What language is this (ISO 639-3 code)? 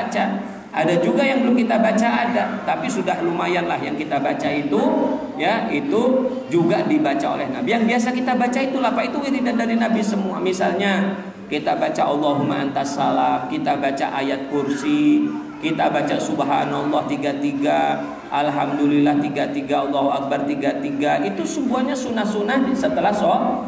ind